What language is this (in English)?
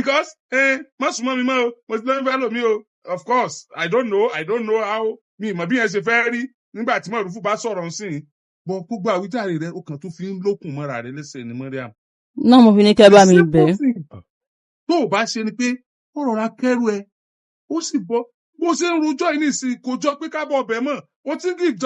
Yoruba